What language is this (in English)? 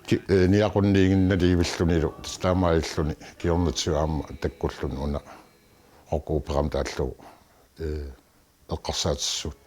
Kalaallisut